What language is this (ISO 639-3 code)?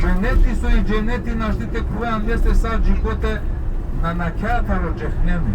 rmn